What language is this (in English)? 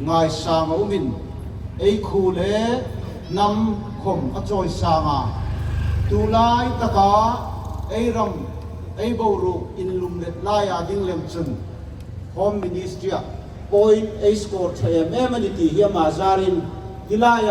Hmar